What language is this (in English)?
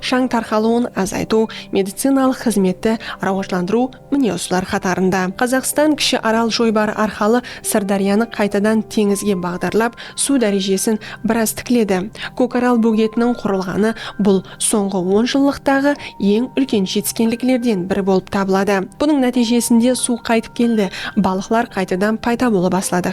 Kara-Kalpak